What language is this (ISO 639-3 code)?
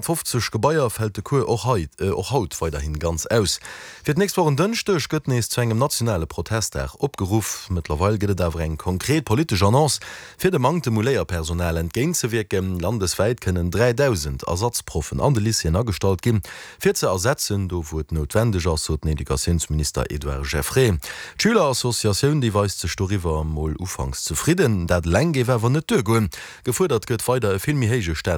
ltz